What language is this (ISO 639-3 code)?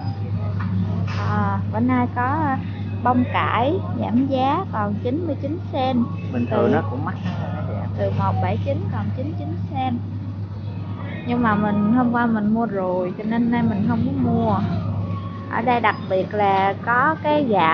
vie